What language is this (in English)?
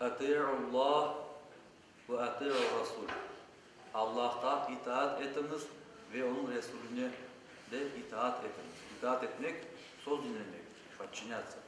Crimean Tatar